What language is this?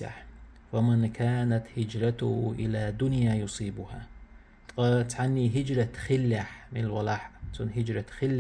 Chechen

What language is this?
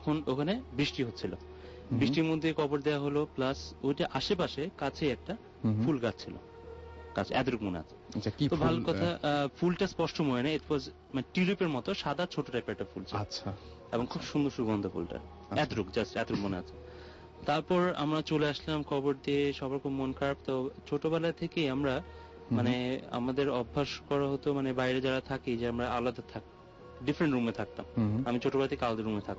Bangla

